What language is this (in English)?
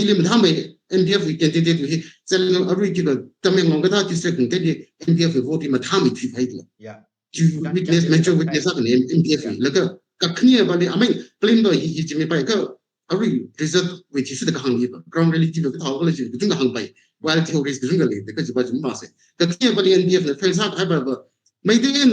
Tangkhul Naga (India)